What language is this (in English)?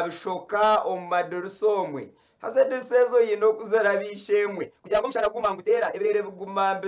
Nyankole